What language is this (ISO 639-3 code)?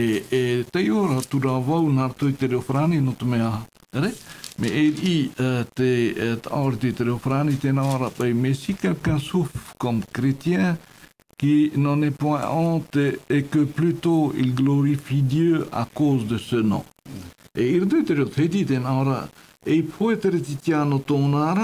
tah